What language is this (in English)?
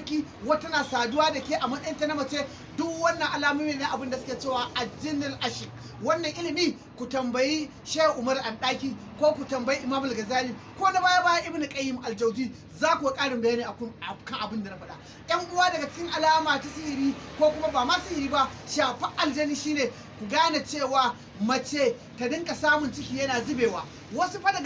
Hausa